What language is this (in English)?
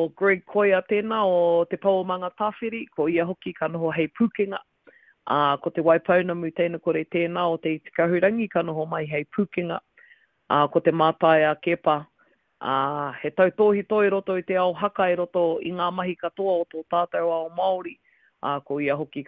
Māori